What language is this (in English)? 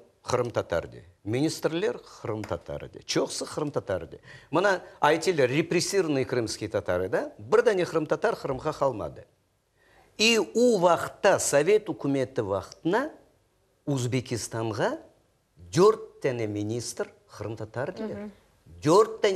Crimean Tatar